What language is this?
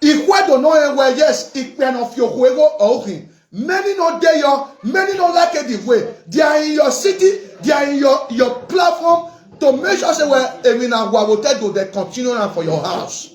Nigerian Pidgin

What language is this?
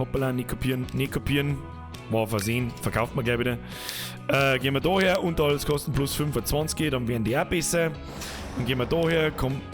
Bavarian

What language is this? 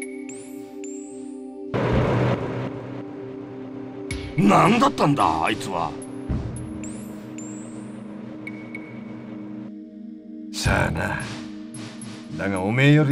Japanese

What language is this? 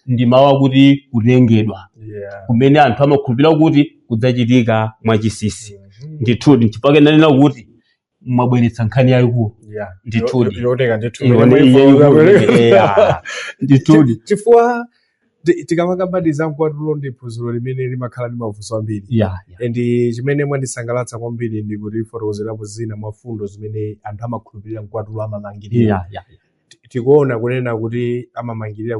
Nyanja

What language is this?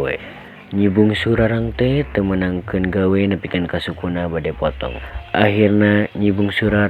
Sundanese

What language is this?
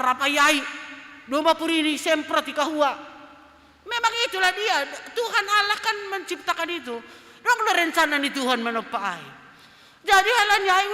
Batak Simalungun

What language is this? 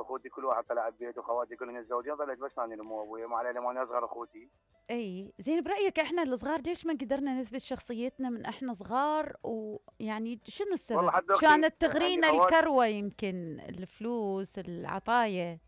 Mesopotamian Arabic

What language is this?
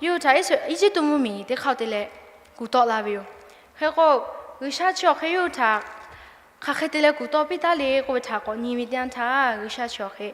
Lahu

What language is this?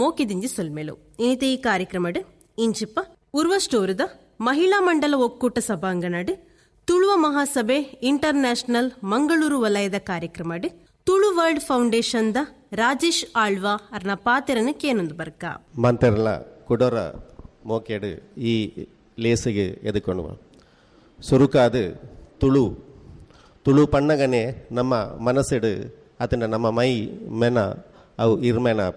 Tulu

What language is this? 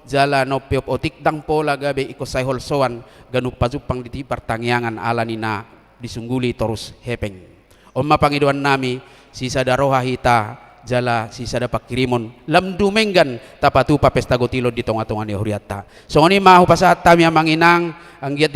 Batak Toba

